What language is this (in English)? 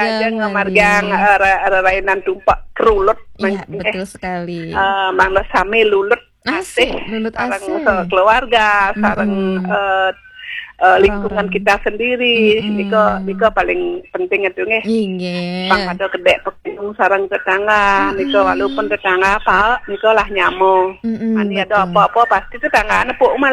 Balinese